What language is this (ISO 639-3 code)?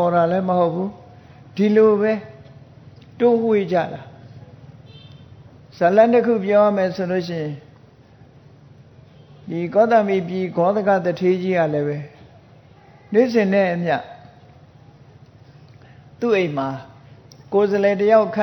mya